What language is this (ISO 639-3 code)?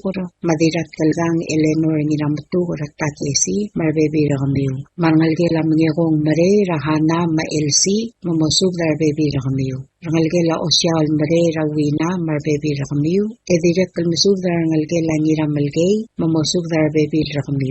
pau